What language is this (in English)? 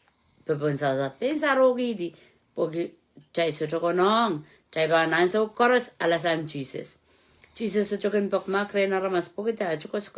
Pohnpeian